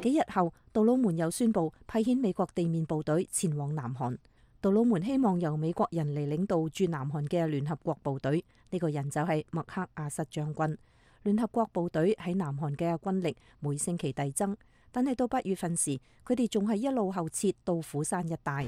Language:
Cantonese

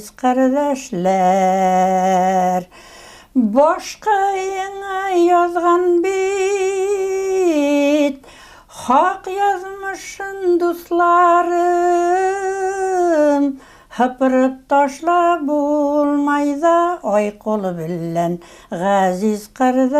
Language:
Bashkir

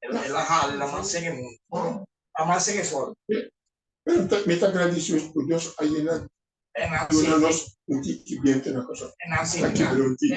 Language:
Papiamento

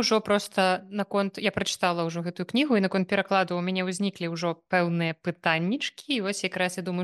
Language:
Belarusian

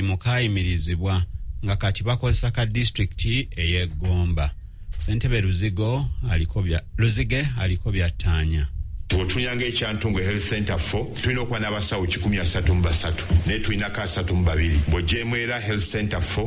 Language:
Ganda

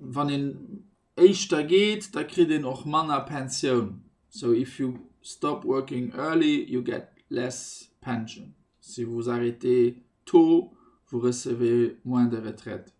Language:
Luxembourgish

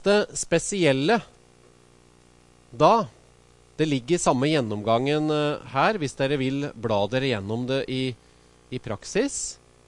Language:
Norwegian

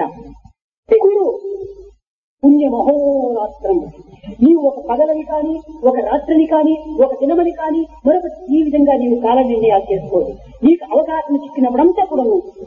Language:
Telugu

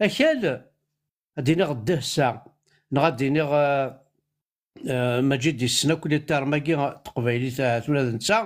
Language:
Kabyle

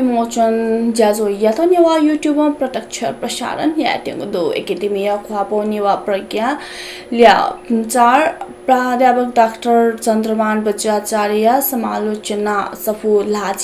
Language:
Newari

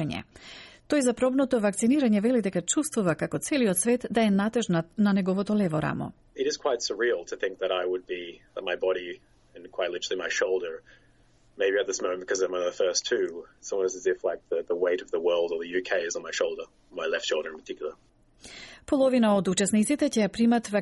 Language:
Macedonian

